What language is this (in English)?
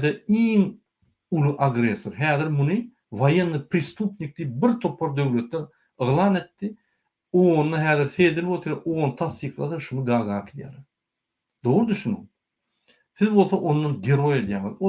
Turkmen